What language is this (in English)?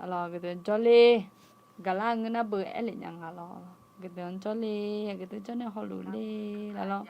Akha